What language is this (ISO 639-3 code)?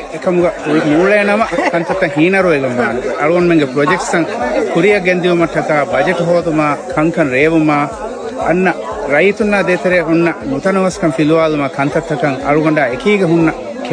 div